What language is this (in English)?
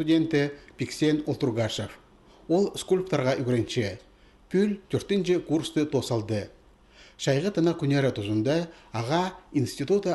Khakas